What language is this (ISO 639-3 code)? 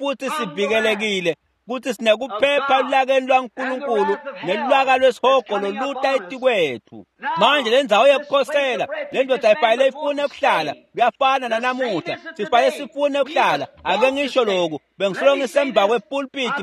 ssw